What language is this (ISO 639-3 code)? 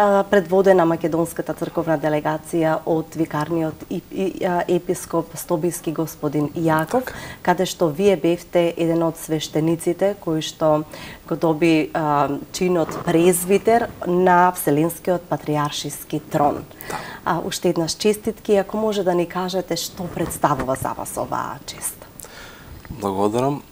mkd